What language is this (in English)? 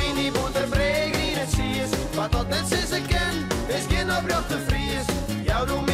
Western Frisian